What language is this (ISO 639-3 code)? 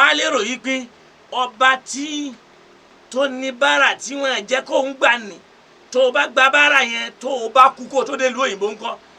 yor